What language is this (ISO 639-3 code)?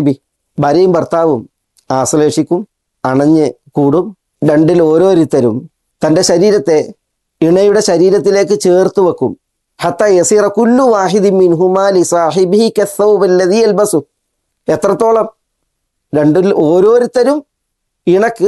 mal